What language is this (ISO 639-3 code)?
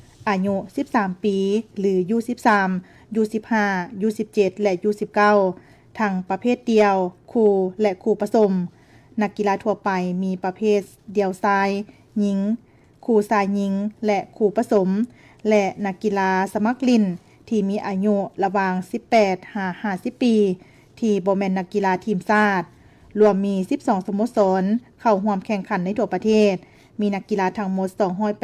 lao